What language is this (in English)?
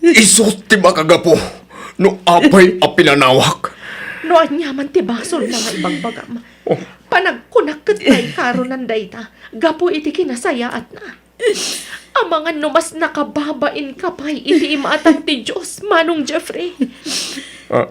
Iloko